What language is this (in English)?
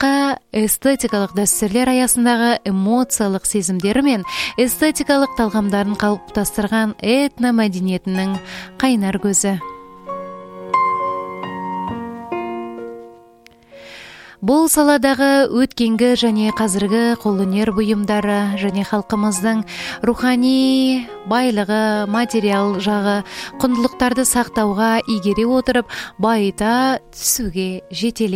Kazakh